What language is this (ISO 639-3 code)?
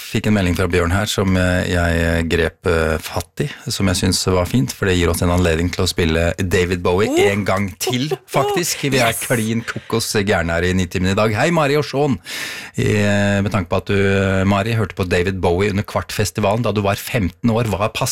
nor